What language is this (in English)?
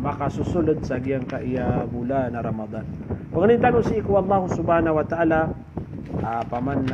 Maranao